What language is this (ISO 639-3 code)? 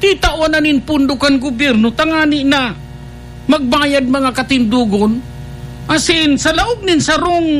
bik